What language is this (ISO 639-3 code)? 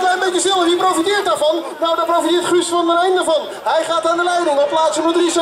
nld